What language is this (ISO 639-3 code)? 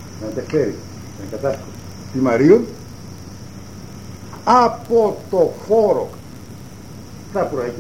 ell